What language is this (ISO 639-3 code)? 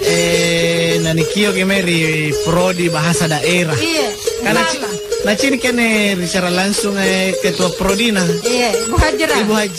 mak